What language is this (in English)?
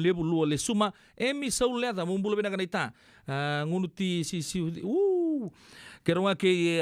Fijian